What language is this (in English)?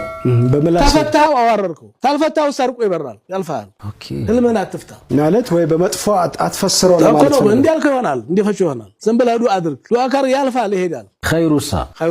Amharic